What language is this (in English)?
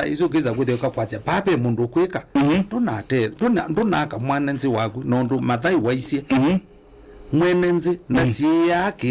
Kamba